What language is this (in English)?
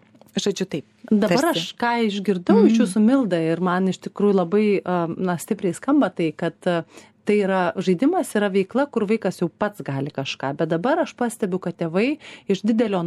Lithuanian